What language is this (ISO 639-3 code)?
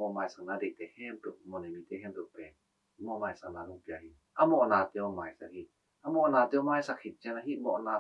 ctd